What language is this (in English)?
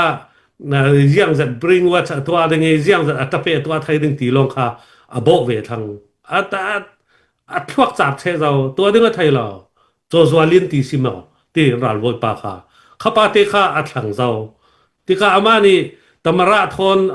Falam Chin